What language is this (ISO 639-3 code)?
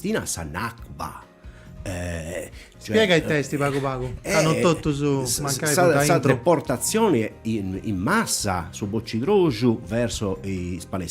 srd